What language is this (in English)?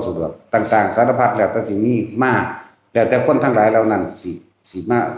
Northeastern Thai